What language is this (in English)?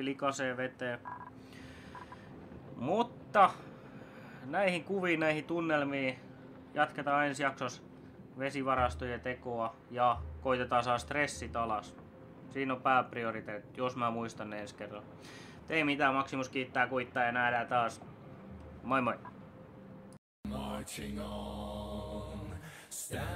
Finnish